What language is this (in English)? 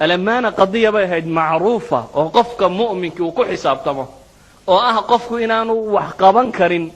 Somali